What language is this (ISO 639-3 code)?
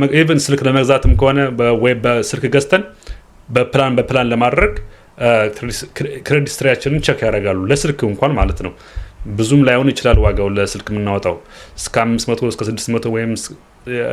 amh